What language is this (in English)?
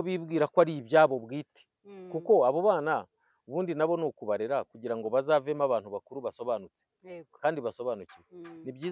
Kinyarwanda